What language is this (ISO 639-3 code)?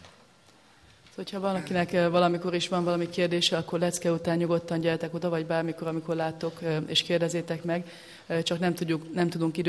hun